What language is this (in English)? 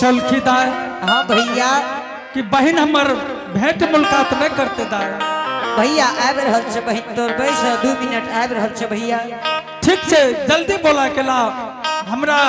Angika